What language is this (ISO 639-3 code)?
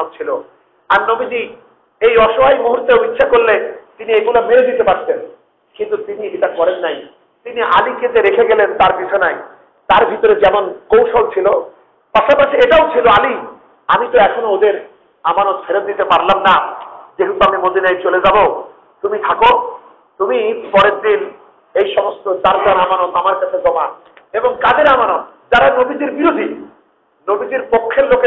ben